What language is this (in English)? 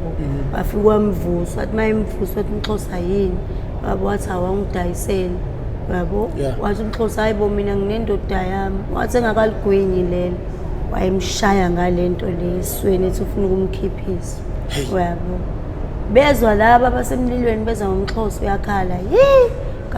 Zulu